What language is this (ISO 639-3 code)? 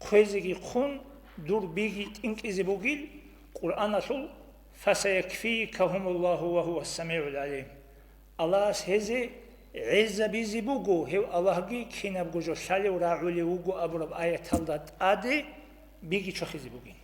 ava